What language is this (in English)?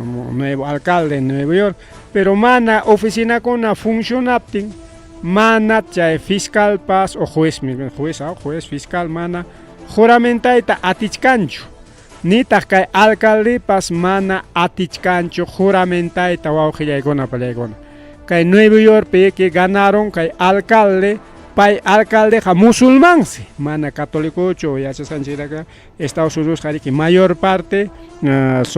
Ayacucho Quechua